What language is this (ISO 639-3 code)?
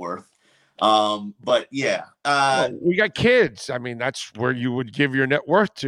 eng